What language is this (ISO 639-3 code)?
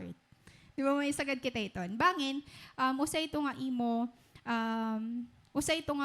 war